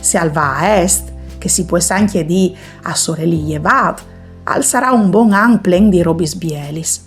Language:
Friulian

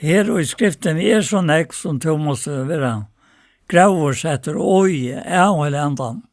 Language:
Faroese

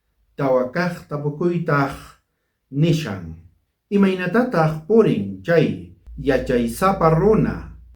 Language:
South Bolivian Quechua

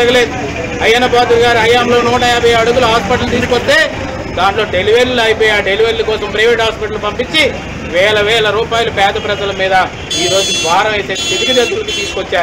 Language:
Telugu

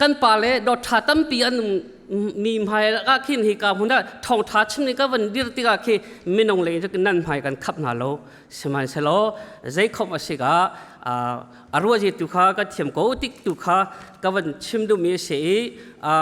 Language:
Hakha Chin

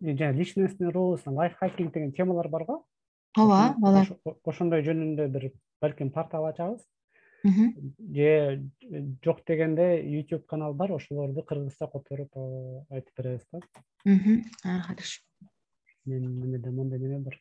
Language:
Kyrgyz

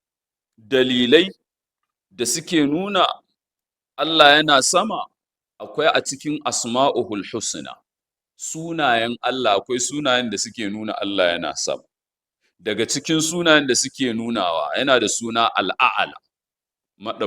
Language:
Hausa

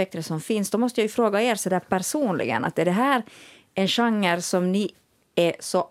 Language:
Swedish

